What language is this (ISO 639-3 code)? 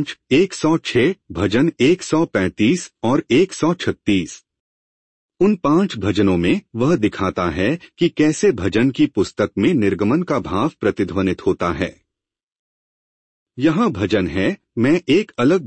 hin